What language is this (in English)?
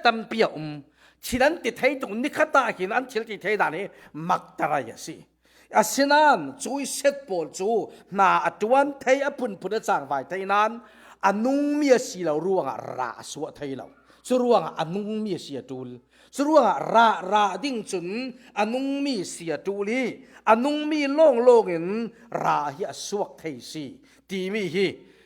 Falam Chin